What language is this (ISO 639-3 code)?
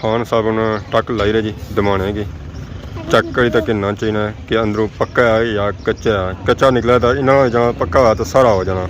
phr